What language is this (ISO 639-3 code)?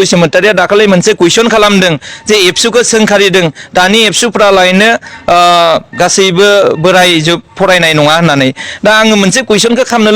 brx